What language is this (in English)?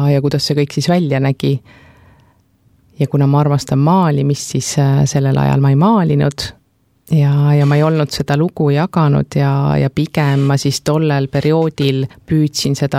Estonian